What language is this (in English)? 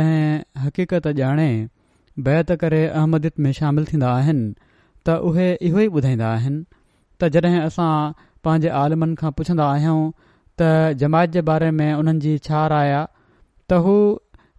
Sindhi